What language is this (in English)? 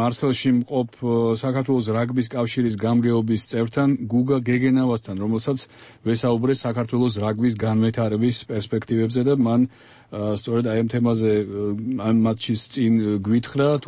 Georgian